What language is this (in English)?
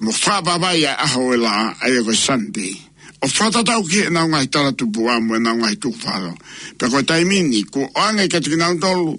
Tongan